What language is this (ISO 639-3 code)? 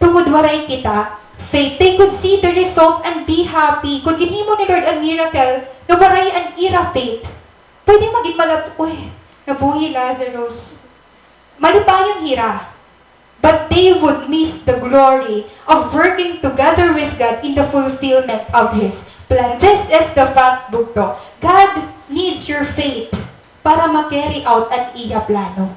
war